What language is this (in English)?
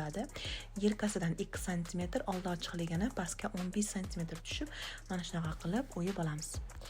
Uzbek